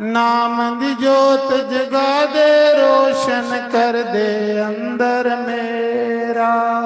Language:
Dogri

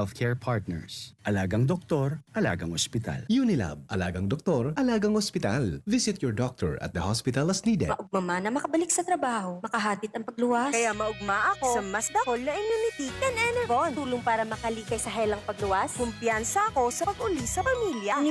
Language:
Bikol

